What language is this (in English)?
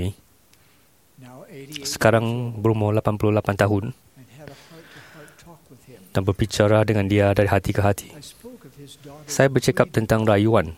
Malay